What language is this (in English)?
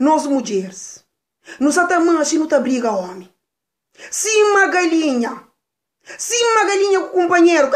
Kabuverdianu